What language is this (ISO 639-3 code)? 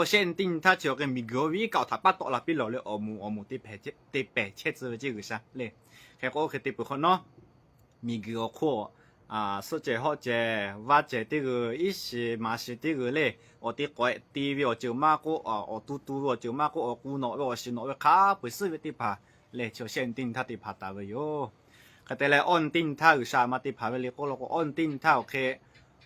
lhu